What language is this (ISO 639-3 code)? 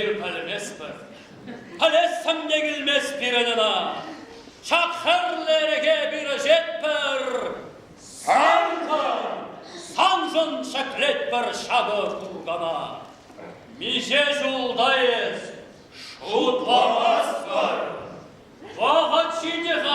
chv